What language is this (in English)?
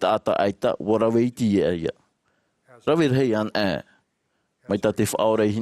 Tahitian